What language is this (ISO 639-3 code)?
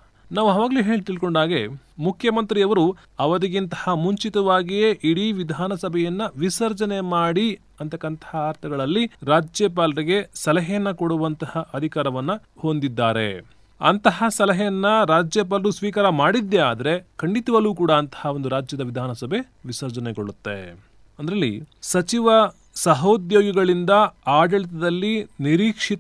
kan